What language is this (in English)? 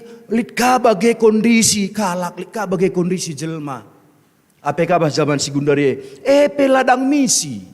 Batak Karo